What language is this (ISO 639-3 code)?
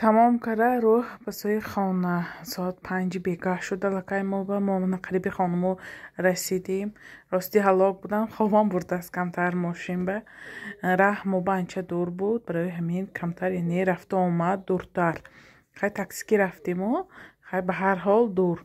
tgk